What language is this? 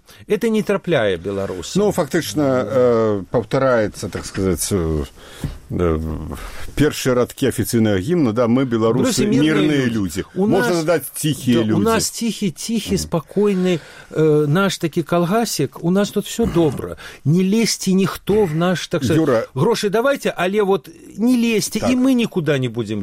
Belarusian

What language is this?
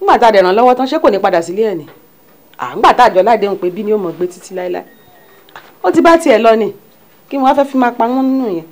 Yoruba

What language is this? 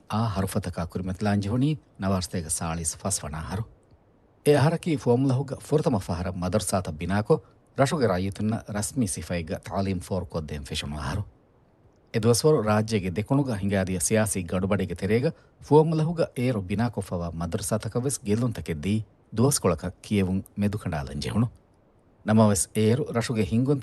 Divehi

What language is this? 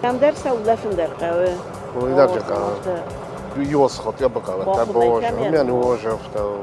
Ossetic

